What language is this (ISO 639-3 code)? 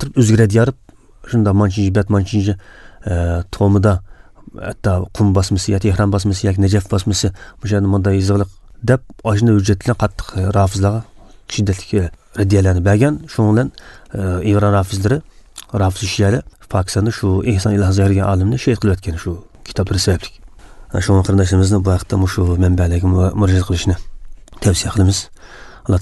uzb